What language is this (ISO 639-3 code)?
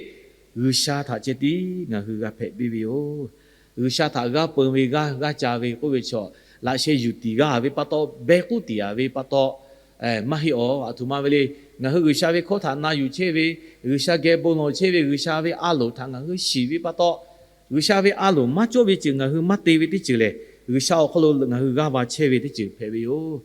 lhu